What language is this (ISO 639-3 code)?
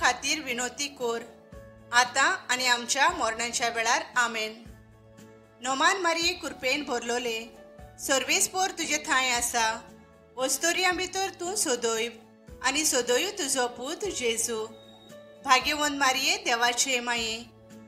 kok